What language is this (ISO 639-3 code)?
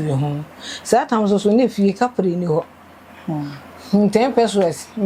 aka